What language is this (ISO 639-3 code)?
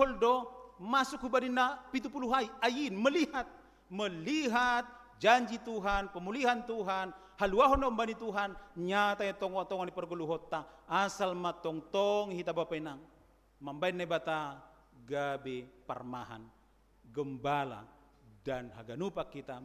bts